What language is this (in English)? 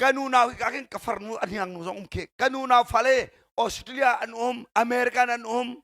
Hakha Chin